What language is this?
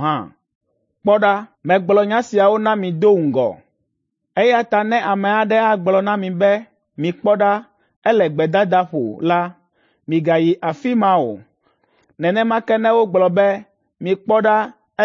Ewe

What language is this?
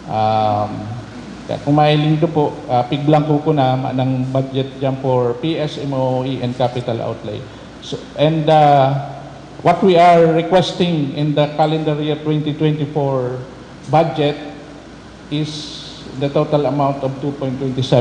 Bikol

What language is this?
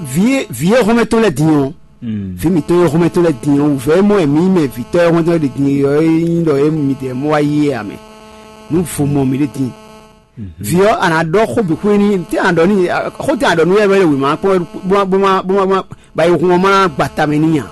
Fon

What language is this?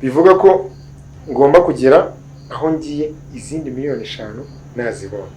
Kinyarwanda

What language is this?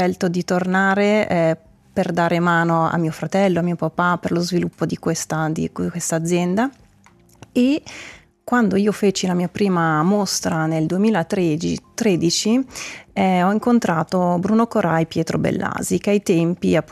Italian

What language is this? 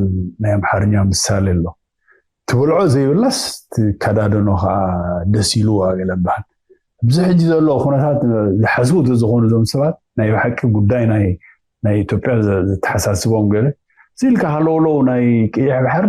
Tigrinya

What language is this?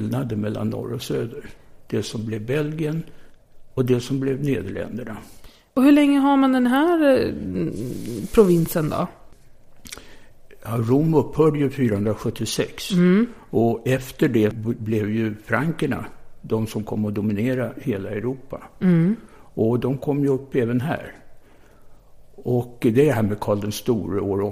Swedish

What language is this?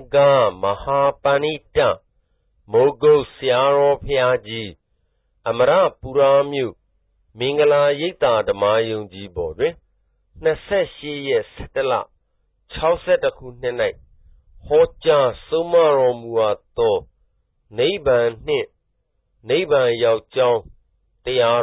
Burmese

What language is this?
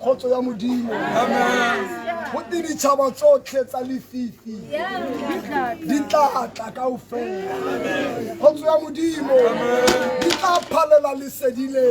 Tswana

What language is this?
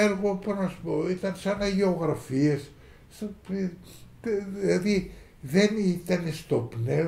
Greek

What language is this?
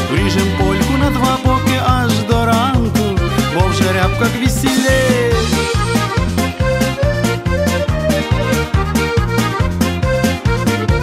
Ukrainian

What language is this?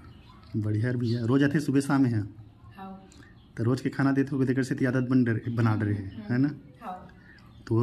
Chhattisgarhi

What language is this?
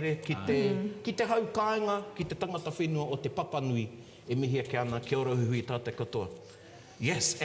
Māori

